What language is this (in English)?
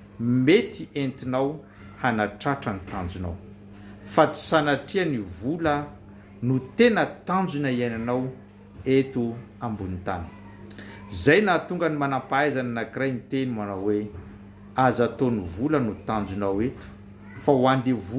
Malagasy